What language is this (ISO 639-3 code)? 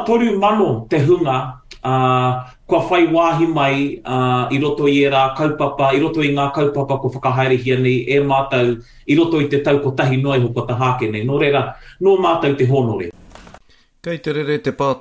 mri